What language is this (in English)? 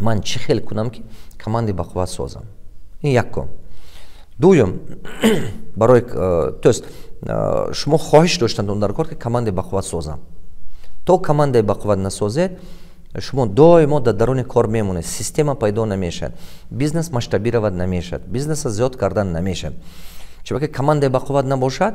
Tajik